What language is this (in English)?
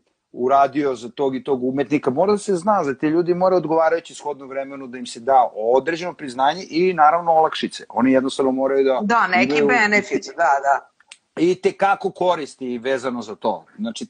Serbian